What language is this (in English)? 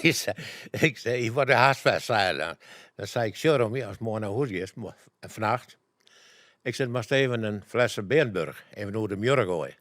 Western Frisian